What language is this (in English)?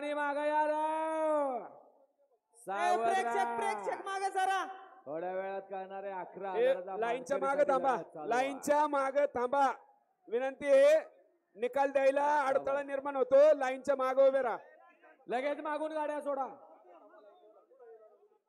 Marathi